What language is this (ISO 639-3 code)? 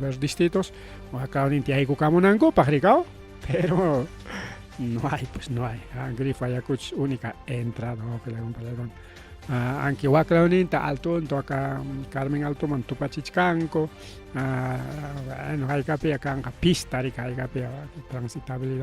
quy